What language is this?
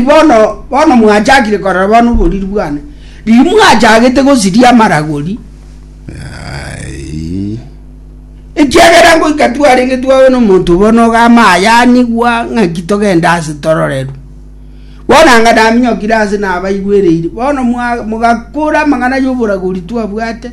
Gusii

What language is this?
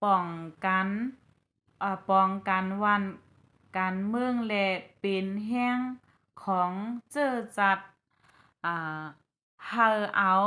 Shan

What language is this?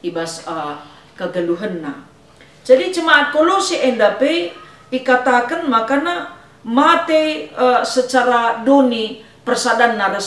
Batak Karo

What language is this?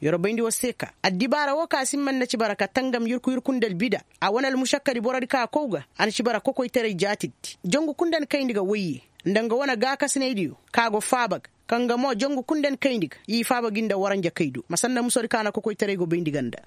Koyraboro Senni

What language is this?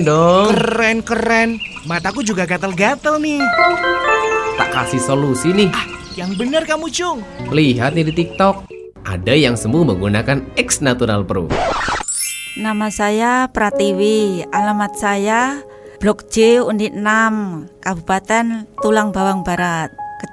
Indonesian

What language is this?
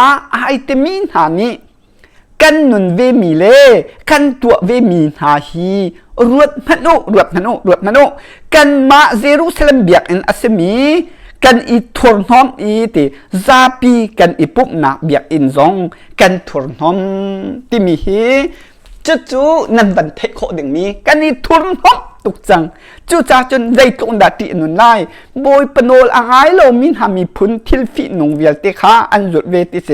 Hakha Chin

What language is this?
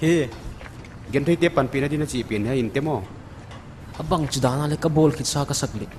Paite Chin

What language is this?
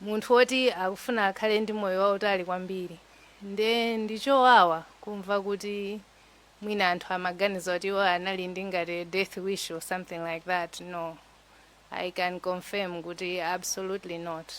Nyanja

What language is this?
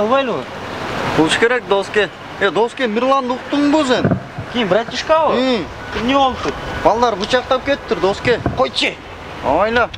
Kyrgyz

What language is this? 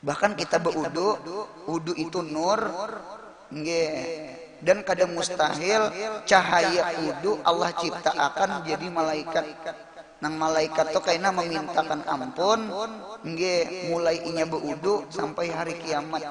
Banjar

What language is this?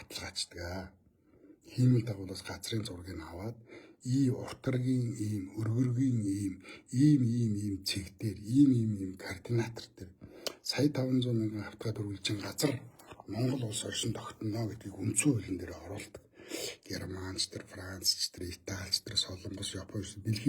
Mongolian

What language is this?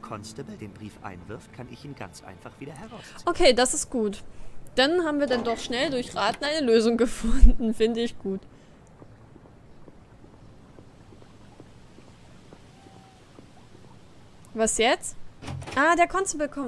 German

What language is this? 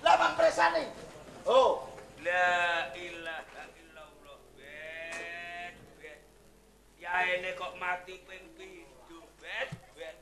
Javanese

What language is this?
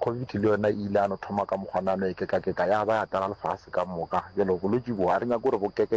Northern Sotho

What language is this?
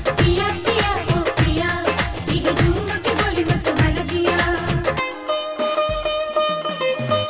Bhojpuri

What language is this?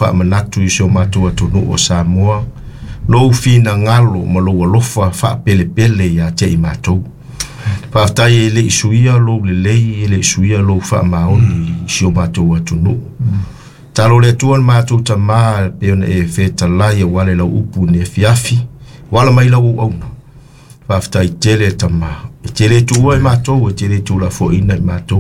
Samoan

